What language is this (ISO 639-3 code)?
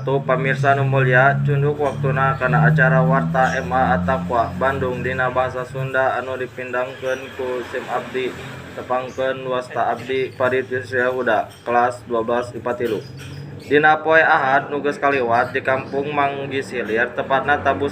sun